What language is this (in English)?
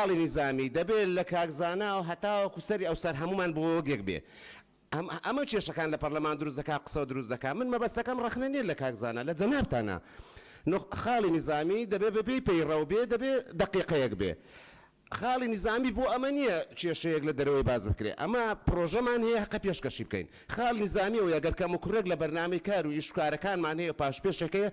Central Kurdish